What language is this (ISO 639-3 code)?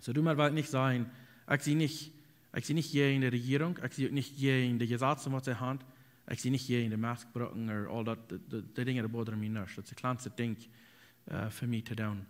pdt